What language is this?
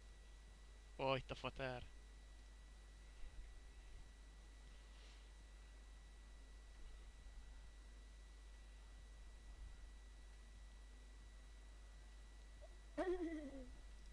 Hungarian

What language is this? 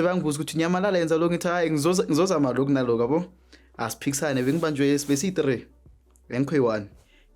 Zulu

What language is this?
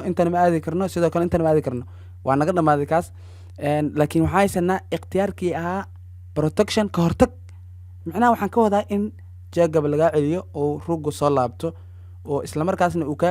Somali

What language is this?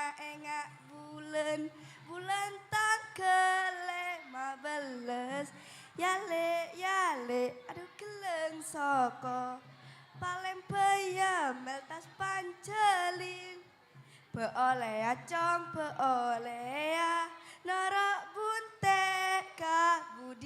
Madurese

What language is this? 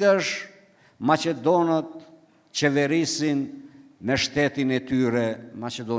Albanian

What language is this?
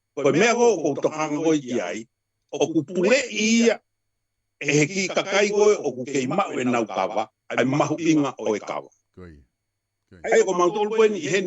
Tongan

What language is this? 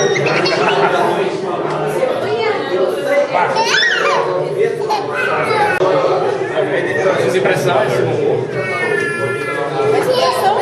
Czech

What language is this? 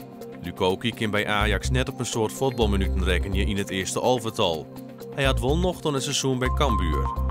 Western Frisian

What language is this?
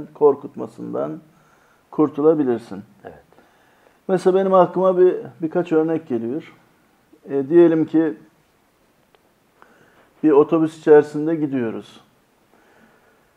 Turkish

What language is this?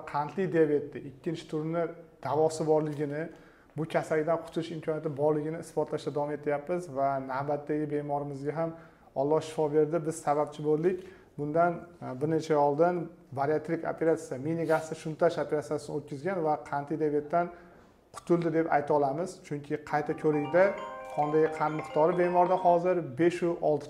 Uzbek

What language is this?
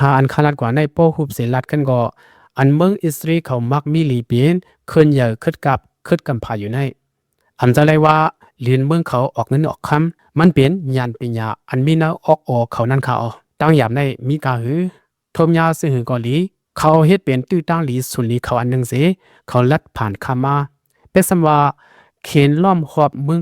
Lao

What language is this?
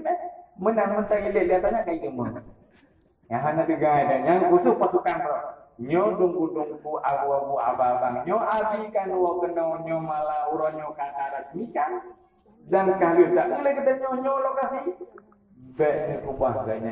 Achinese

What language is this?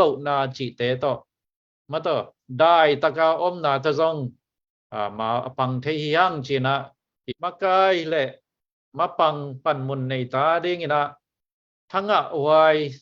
Tedim Chin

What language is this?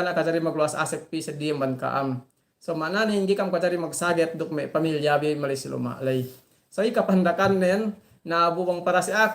Yakan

